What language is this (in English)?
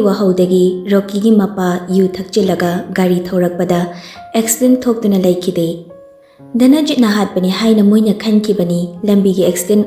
Manipuri